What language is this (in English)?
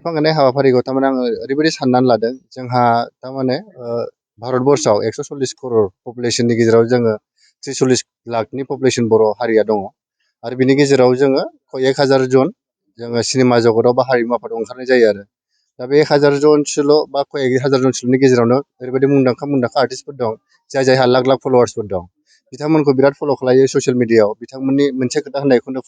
Bodo